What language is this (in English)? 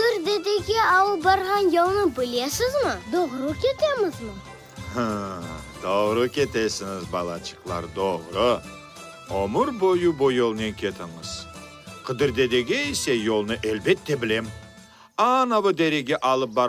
Crimean Tatar